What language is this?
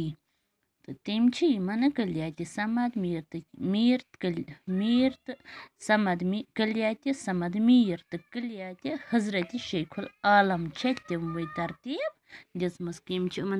Kashmiri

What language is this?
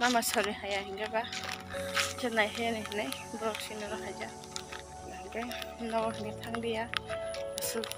Kok Borok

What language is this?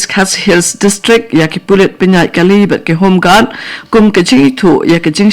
Khasi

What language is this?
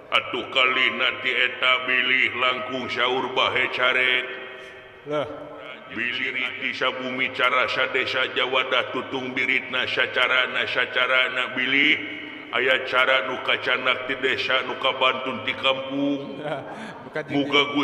Sundanese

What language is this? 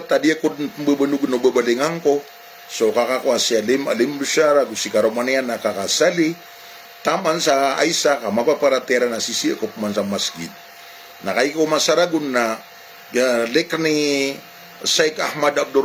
Maranao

